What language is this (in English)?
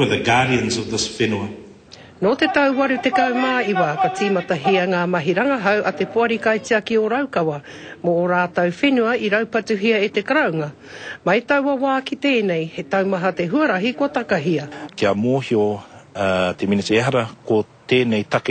Māori